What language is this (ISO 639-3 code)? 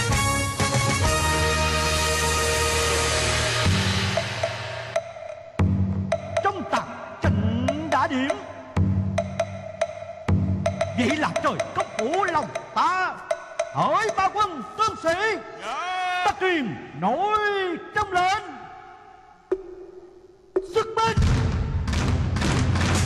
vie